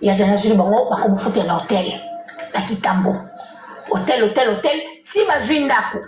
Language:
Lingala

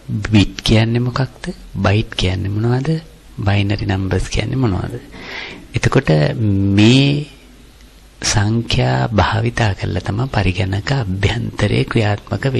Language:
Sinhala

